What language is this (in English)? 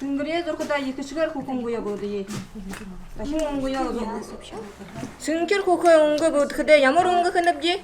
Buriat